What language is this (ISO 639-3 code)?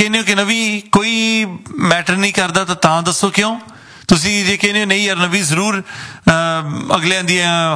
pan